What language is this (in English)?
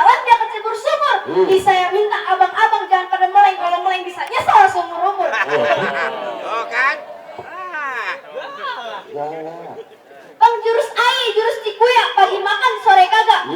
Betawi